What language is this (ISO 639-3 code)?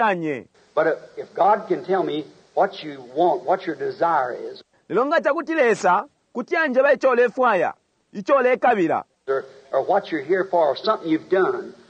bem